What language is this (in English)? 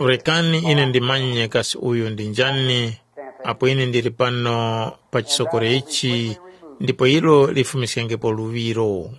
Tumbuka